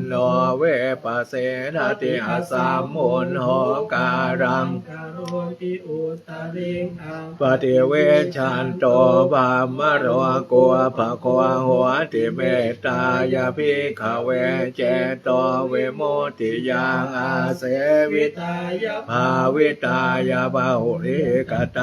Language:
Pali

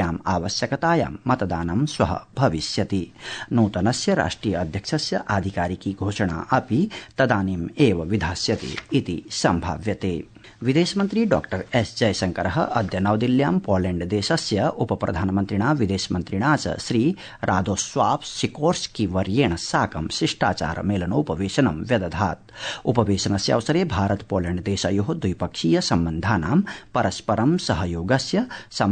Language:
Sanskrit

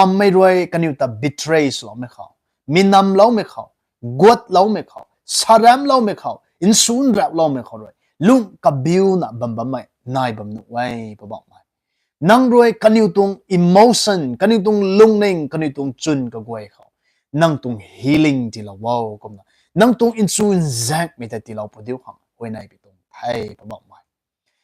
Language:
Rongmei Naga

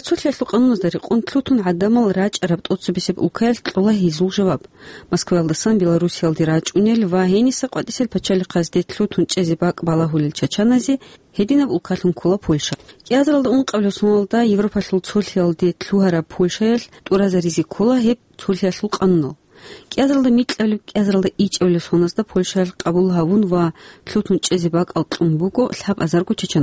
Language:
Avaric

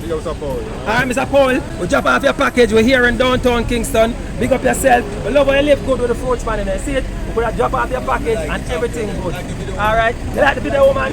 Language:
Jamaican Creole English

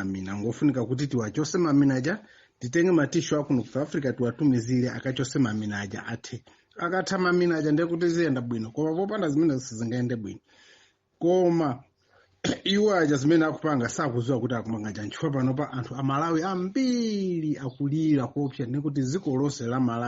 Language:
Nyanja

